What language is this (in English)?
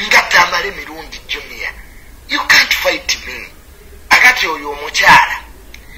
Ganda